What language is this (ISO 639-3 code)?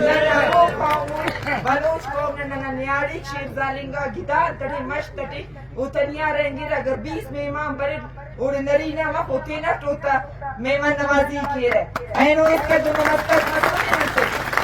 brh